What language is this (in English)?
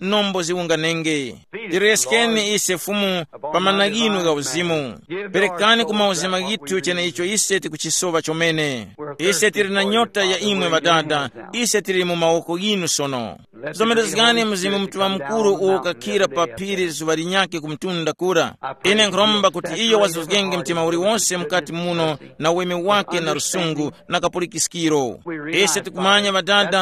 Tumbuka